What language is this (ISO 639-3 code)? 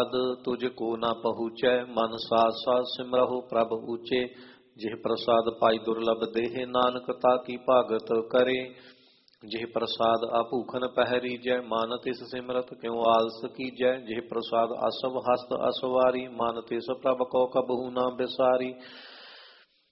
pan